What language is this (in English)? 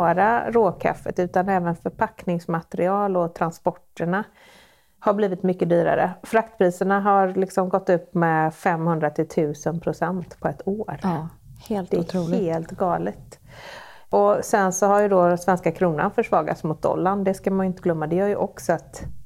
Swedish